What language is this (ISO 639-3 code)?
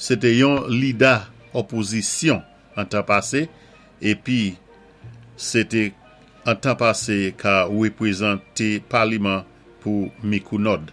acf